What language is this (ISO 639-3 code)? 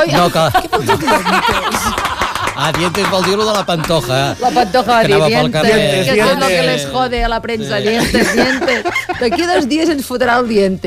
cat